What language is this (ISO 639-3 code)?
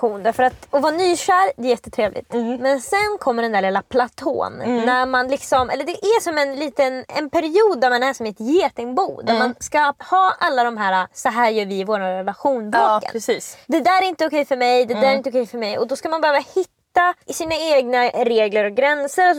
swe